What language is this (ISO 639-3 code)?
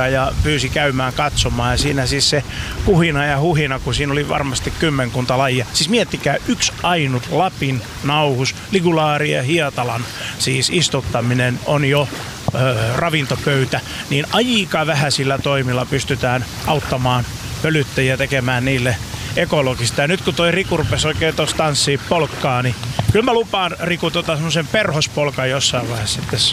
fin